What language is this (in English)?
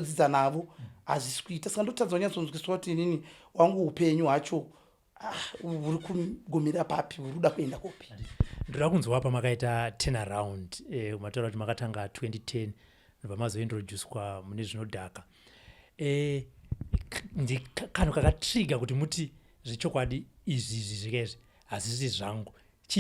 Shona